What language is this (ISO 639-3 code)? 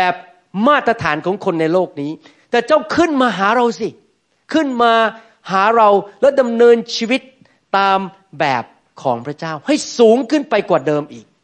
tha